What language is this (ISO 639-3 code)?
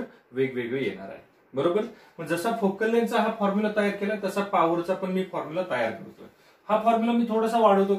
mar